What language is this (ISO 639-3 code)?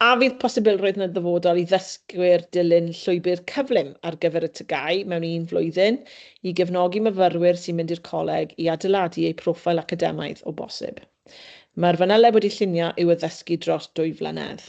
cym